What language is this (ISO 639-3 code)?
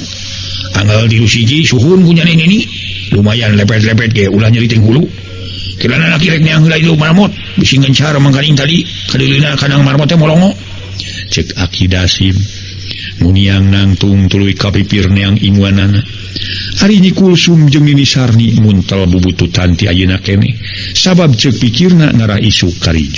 sun